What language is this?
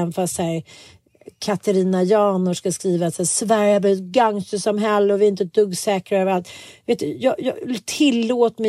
Swedish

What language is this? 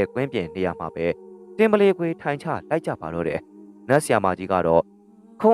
Burmese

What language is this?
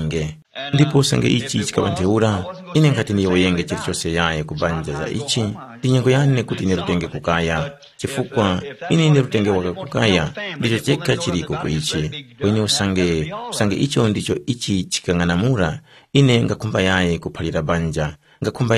Tumbuka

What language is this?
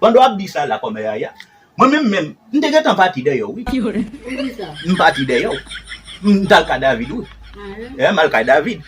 Haitian Creole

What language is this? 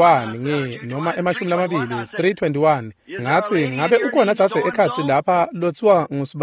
Swati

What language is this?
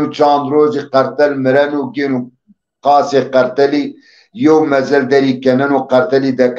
Zaza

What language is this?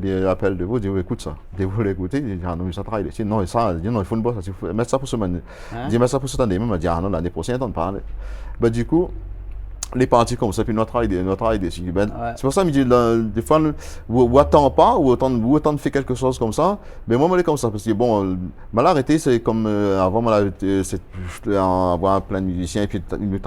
Réunion Creole French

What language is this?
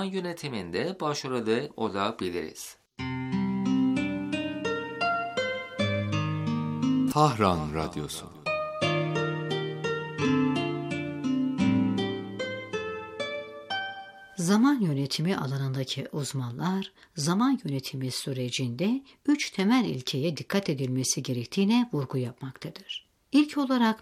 Turkish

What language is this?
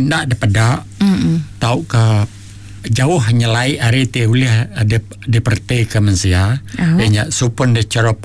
Iban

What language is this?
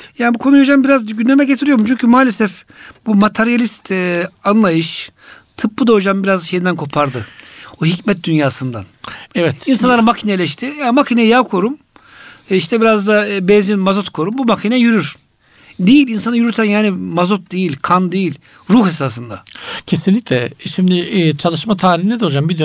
Turkish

